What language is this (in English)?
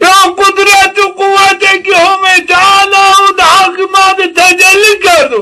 Zaza